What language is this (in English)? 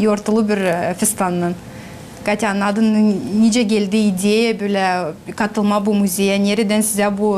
Gagauz